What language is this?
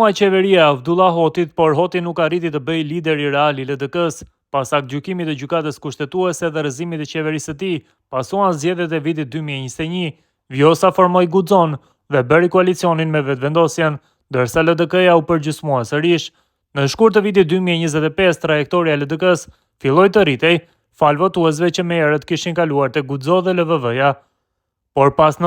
Albanian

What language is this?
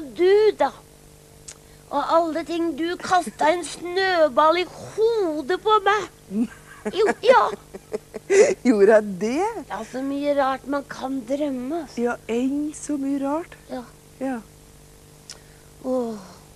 Norwegian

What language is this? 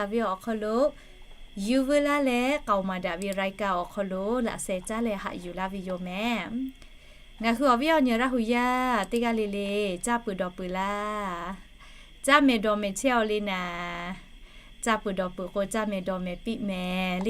Lahu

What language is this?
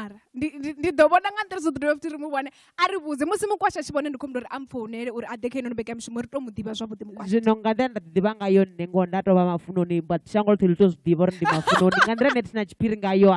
Venda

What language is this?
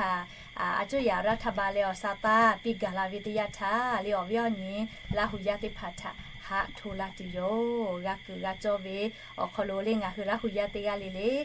Lahu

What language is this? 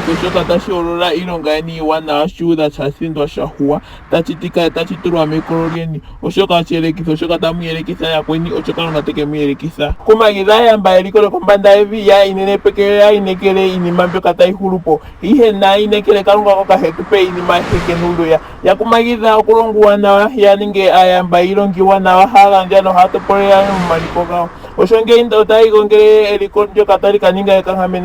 Ndonga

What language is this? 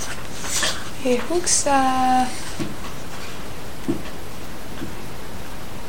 Icelandic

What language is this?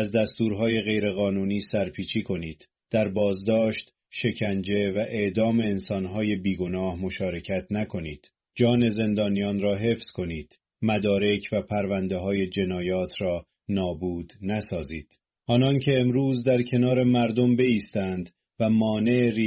Persian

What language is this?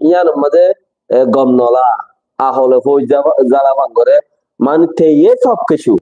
Rohingya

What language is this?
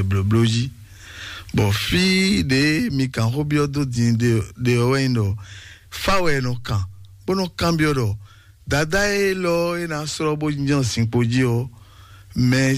Fon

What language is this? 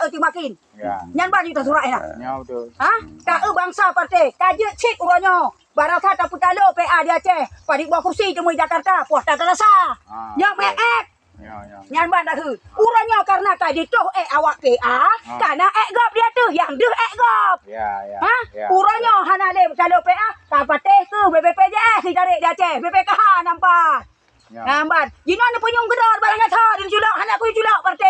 Achinese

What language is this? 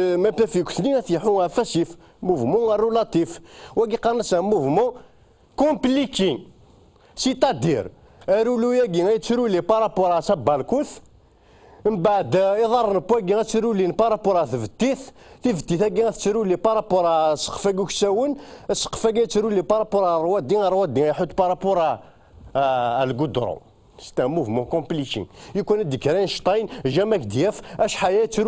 Kabyle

